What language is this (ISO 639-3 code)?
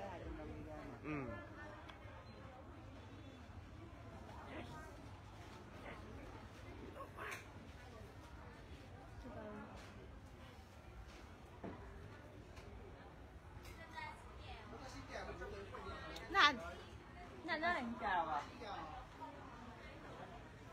vie